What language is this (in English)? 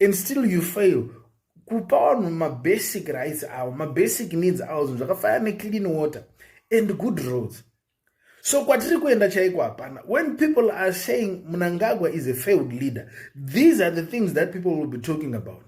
Shona